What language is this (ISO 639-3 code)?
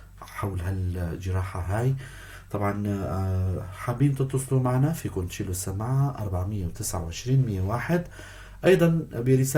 apc